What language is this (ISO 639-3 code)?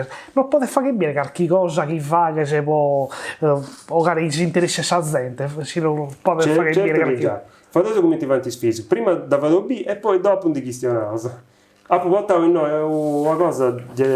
srd